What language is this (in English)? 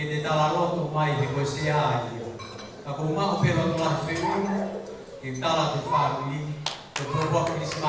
Tongan